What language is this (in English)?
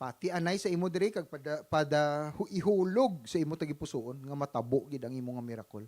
Hiligaynon